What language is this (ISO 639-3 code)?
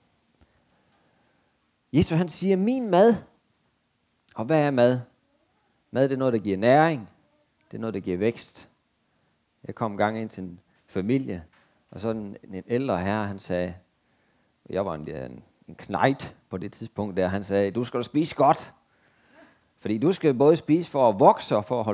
dan